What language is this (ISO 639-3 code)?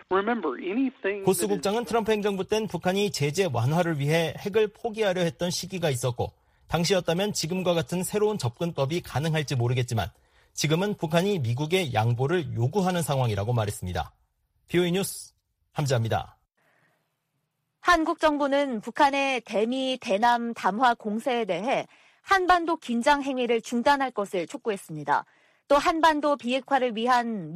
kor